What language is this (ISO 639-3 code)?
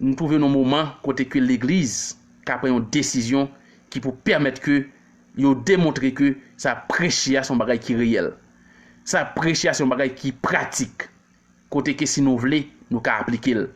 hat